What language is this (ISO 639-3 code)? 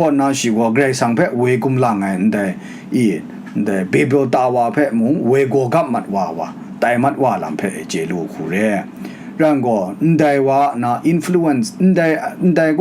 kac